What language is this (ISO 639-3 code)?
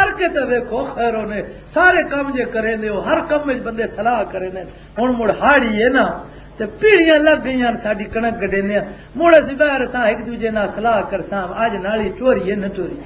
lah